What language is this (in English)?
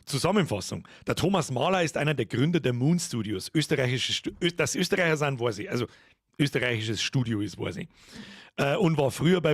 Bavarian